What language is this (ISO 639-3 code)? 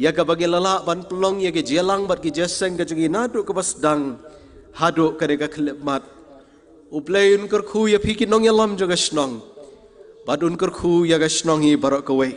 kha